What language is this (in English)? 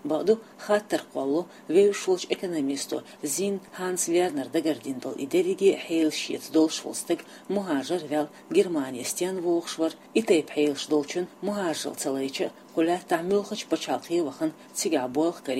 Chechen